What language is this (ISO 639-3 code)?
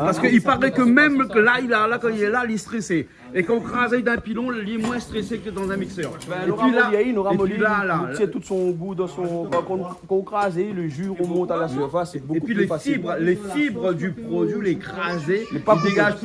rcf